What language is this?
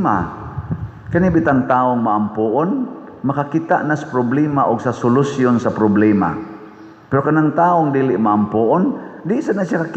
Cebuano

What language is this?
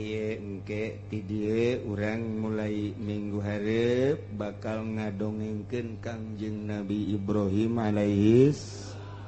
Sundanese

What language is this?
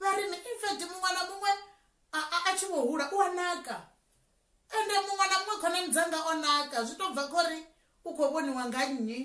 Venda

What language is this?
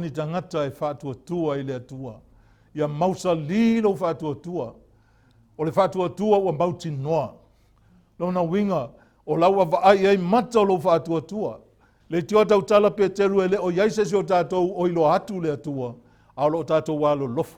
Samoan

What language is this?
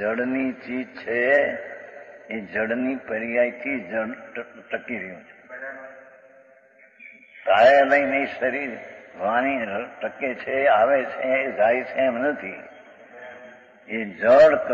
Gujarati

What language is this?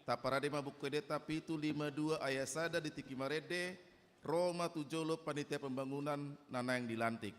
Batak Toba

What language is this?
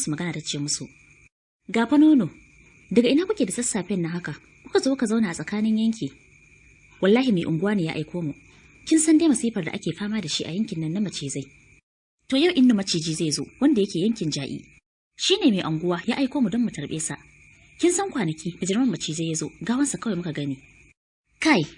Hausa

